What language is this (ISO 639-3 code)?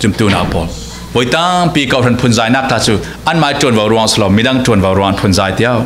cfm